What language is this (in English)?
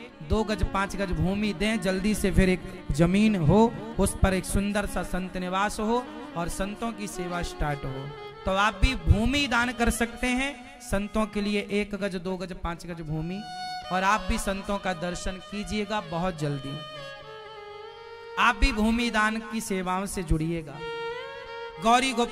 Hindi